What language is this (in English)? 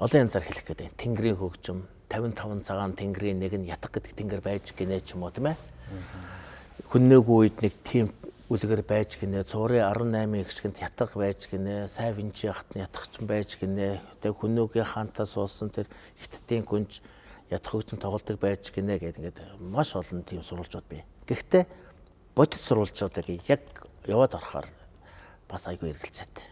Mongolian